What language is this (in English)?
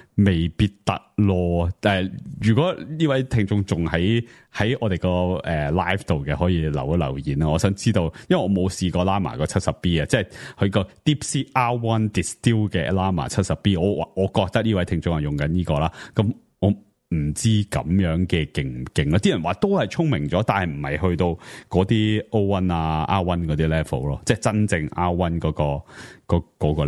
Cantonese